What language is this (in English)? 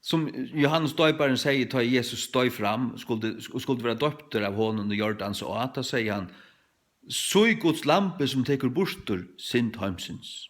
Faroese